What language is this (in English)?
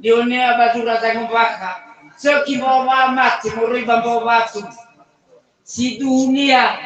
Nias